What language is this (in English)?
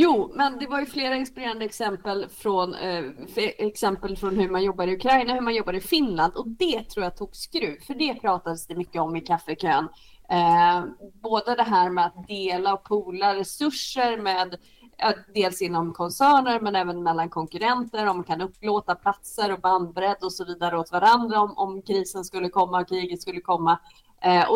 Swedish